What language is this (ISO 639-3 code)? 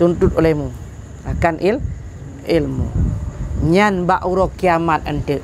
ace